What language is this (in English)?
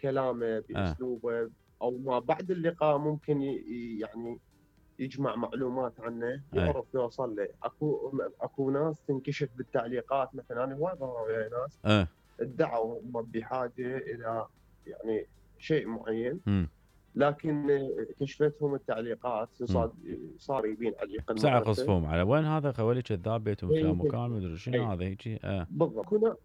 Mesopotamian Arabic